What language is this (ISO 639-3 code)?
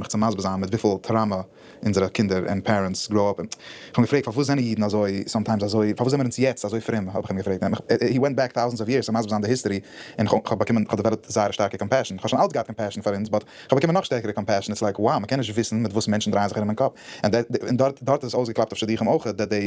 yid